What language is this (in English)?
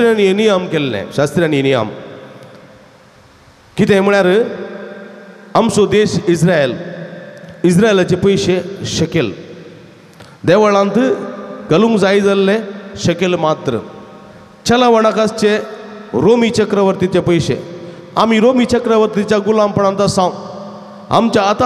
Konkani